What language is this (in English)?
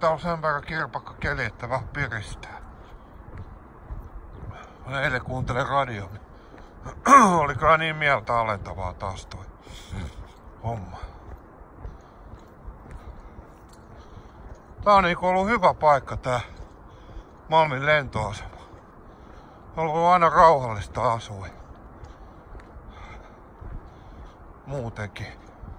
Finnish